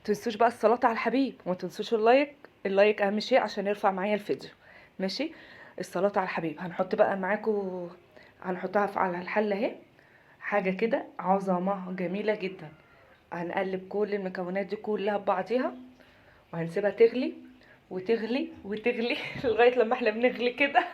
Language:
Egyptian Arabic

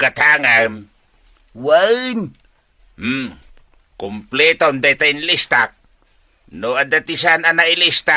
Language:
Iloko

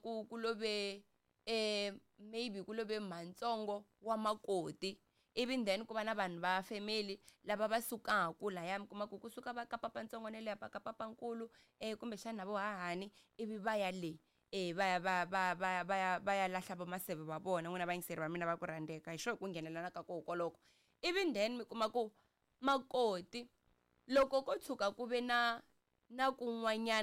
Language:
Tsonga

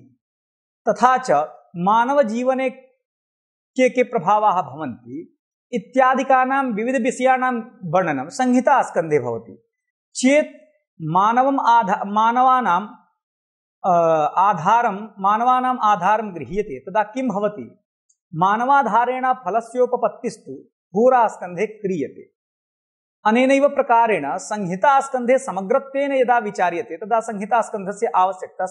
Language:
Sanskrit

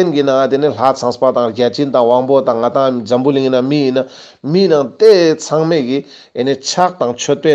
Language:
Ladakhi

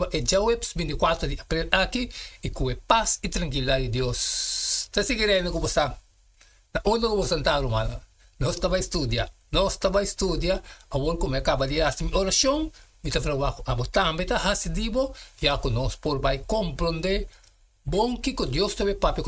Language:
Papiamento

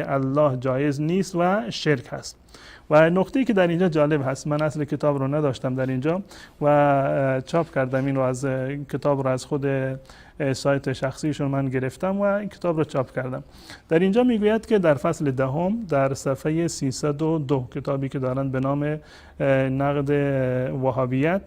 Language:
Persian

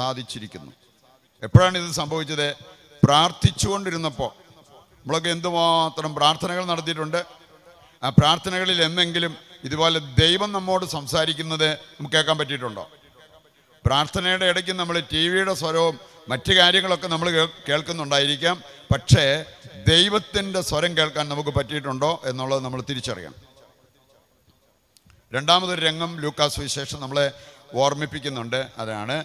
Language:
Malayalam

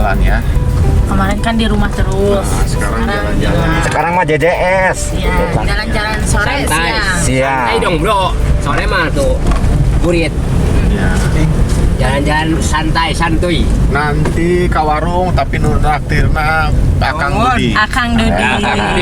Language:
Sundanese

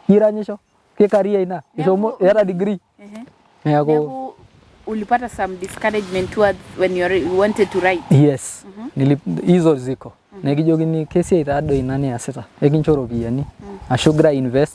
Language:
Masai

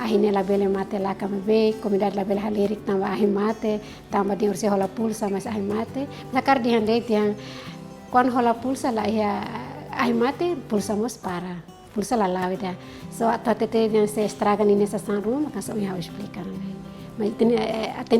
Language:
Tetum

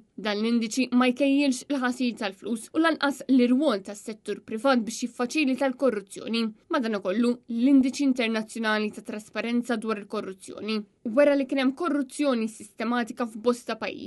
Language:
Maltese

